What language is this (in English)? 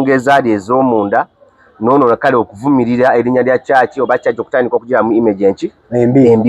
Ganda